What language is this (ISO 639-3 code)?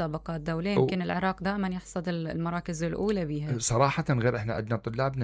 acm